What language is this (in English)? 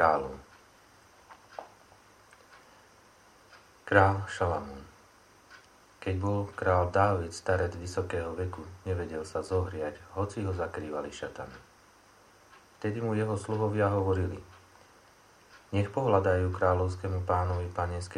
Slovak